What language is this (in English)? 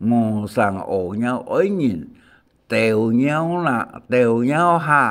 Hakka Chinese